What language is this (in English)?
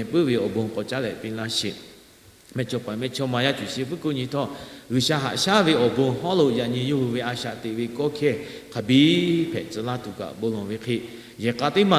Lahu